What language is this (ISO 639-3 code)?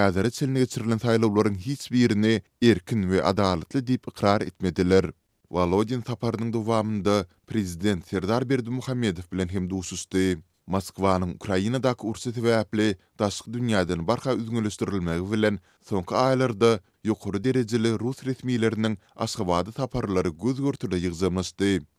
tuk